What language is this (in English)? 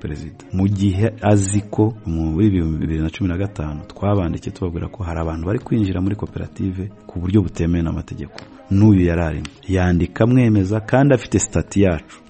Kinyarwanda